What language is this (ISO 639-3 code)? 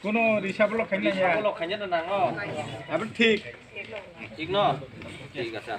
trp